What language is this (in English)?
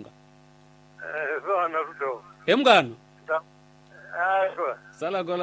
Tsonga